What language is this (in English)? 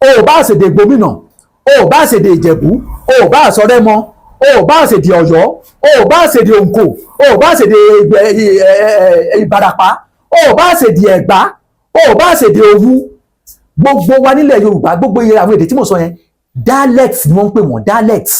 Yoruba